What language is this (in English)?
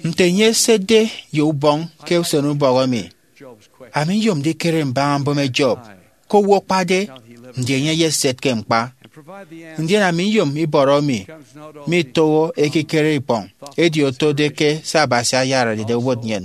Efik